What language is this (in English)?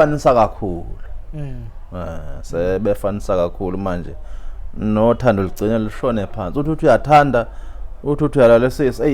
Zulu